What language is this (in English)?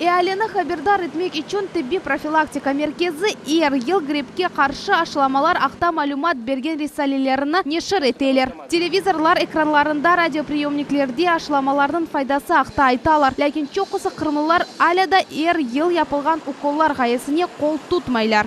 Crimean Tatar